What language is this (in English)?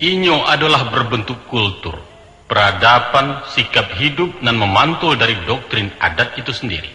Minangkabau